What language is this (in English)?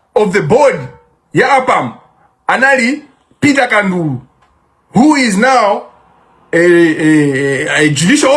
Nyanja